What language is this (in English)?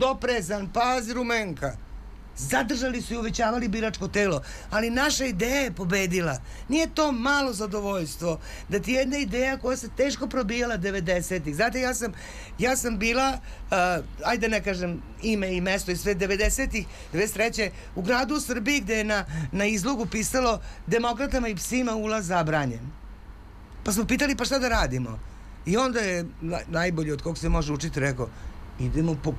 Serbian